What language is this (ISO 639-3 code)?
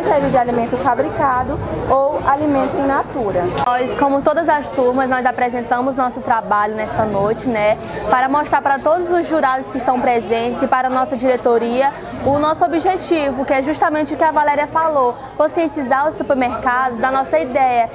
por